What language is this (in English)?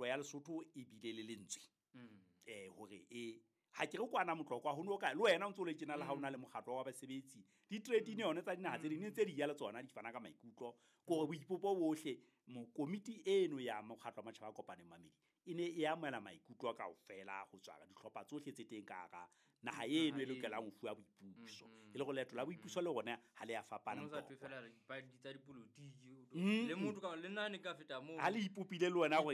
Southern Sotho